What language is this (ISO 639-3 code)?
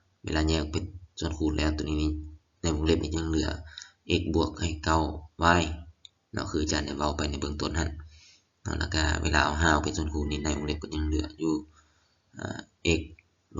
lao